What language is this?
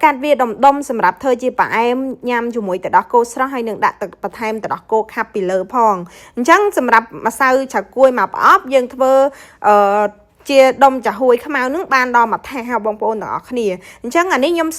Khmer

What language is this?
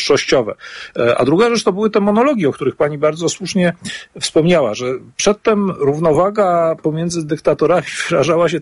Polish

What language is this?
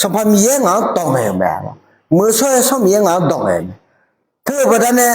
Akha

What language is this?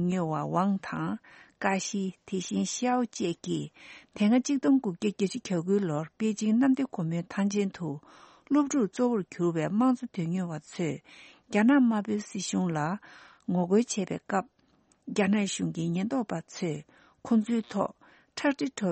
Tibetan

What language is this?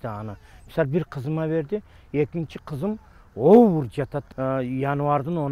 Kyrgyz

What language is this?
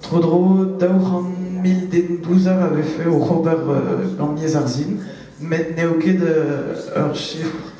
Breton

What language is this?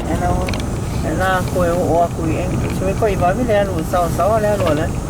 Samoan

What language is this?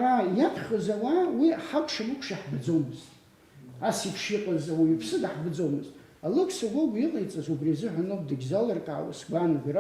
Abkhazian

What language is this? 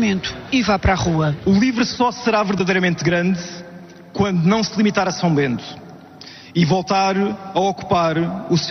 Portuguese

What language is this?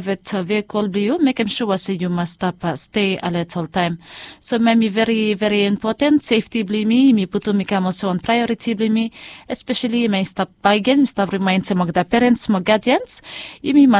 Bislama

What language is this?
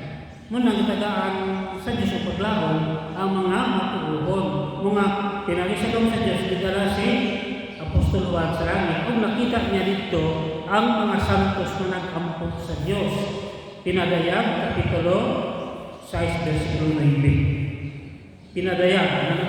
Cebuano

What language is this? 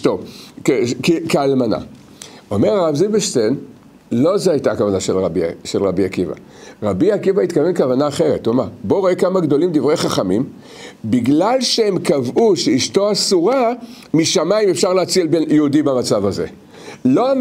Hebrew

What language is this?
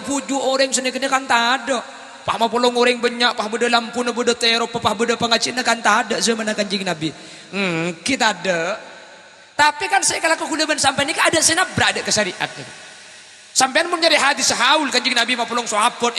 Madurese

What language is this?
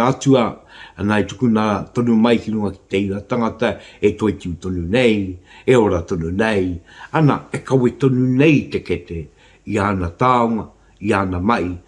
Māori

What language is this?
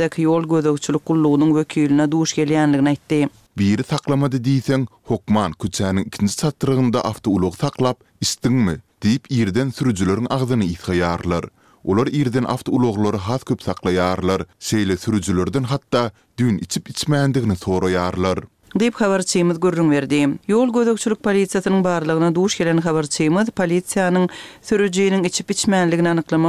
Turkmen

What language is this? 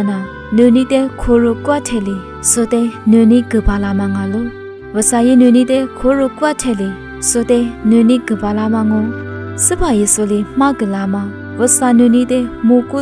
Lisu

